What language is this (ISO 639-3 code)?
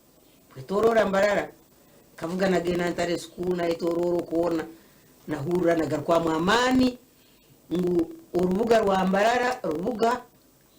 nyn